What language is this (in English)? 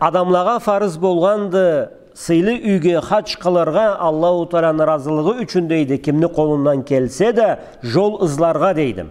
Karachay-Balkar